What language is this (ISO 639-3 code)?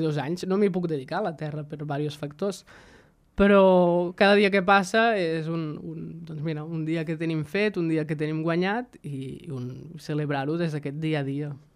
cat